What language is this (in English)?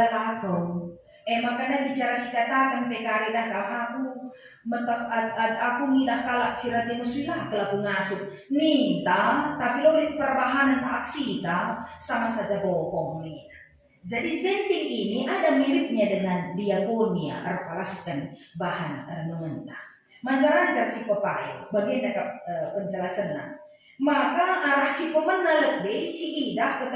Batak Karo